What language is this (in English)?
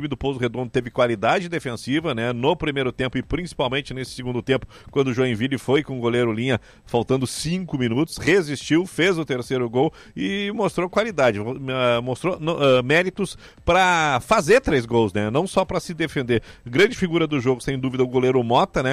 Portuguese